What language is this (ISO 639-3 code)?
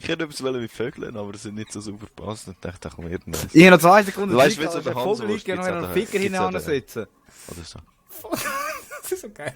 gsw